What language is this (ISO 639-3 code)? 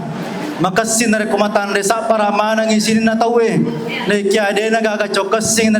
bug